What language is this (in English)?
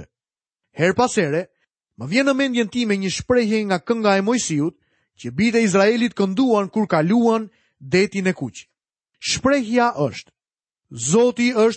Albanian